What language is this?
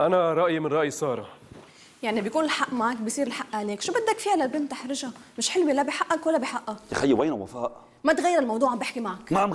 North Levantine Arabic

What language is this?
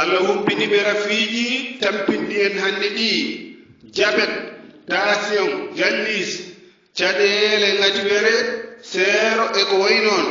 Fula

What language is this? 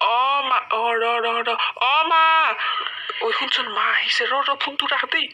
Assamese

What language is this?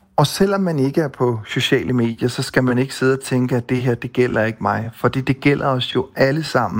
Danish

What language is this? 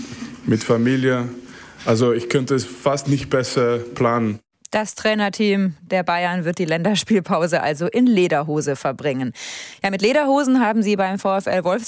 German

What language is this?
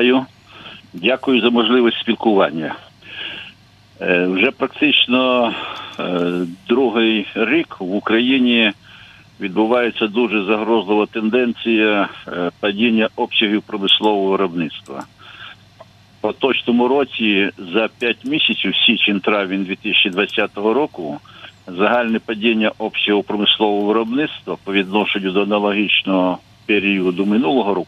Ukrainian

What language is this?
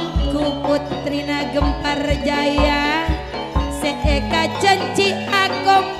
Madurese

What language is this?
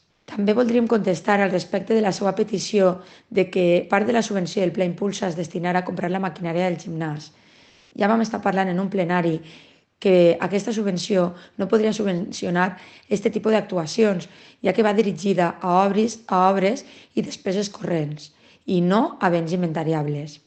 Catalan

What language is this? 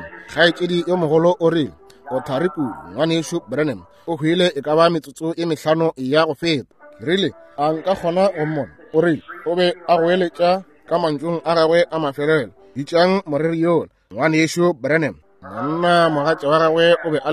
Northern Sotho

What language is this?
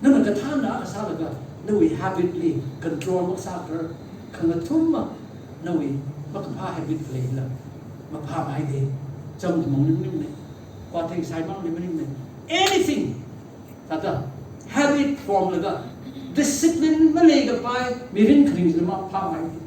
Tangkhul Naga (India)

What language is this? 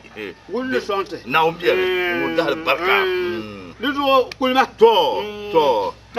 Dagbani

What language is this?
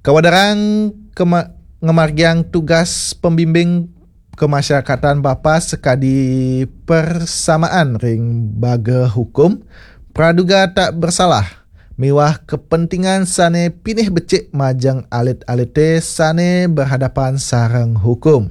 Balinese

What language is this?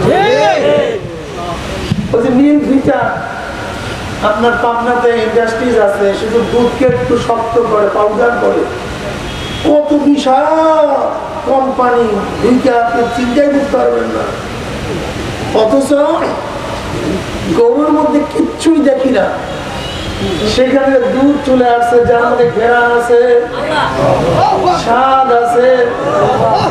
Bangla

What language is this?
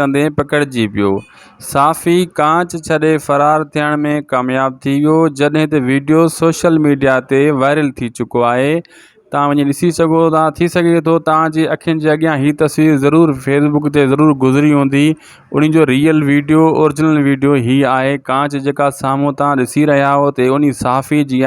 Sindhi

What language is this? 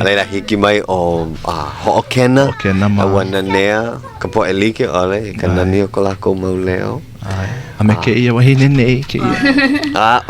Hawaiian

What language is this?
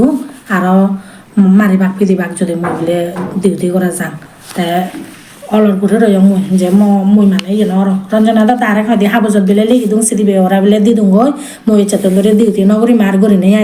Chakma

